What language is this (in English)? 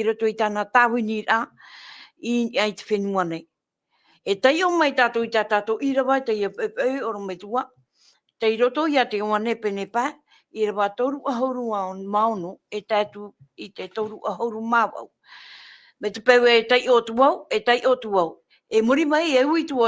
Tahitian